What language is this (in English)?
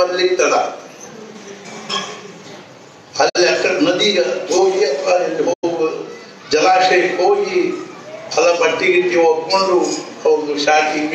Kannada